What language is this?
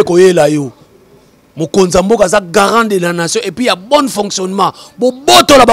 Lingala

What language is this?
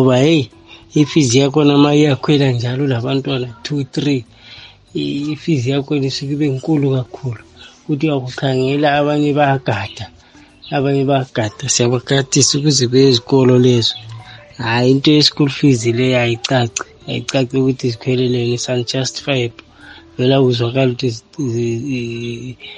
North Ndebele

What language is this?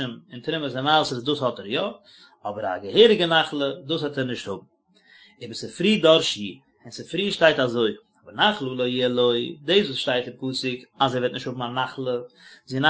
Yiddish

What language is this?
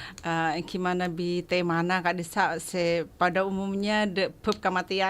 Madurese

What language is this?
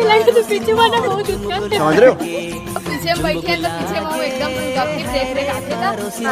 Chhattisgarhi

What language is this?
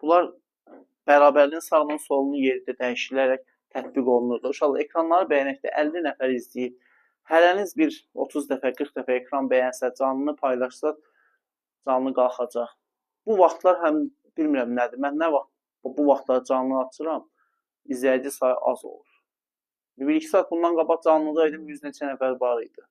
Azerbaijani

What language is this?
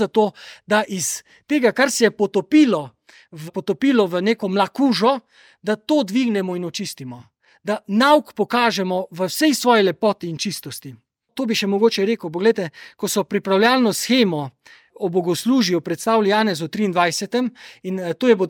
Slovenian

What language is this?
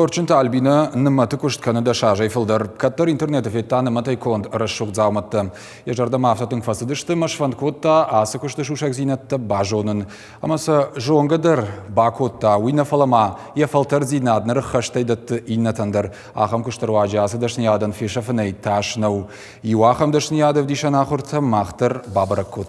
Ossetic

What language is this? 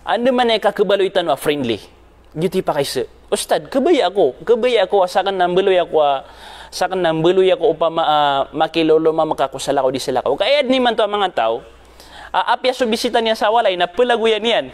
Maranao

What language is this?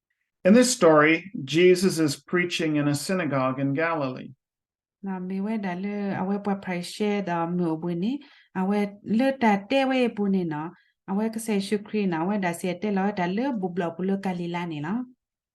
S'gaw Karen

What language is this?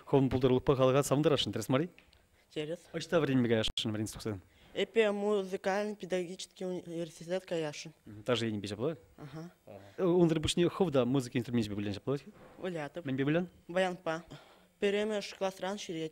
Chuvash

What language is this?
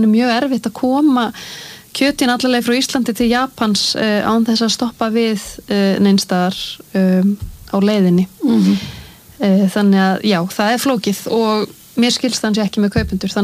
Icelandic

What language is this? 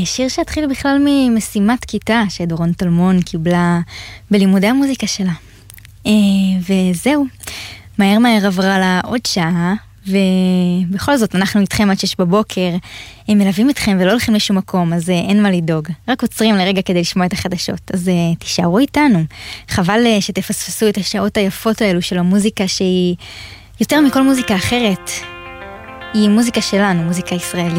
Hebrew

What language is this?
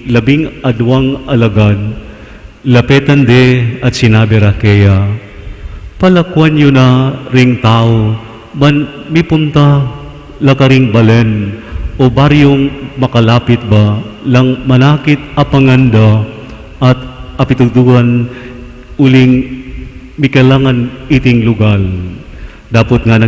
Pampanga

